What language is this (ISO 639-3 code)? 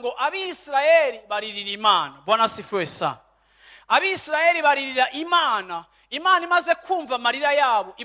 run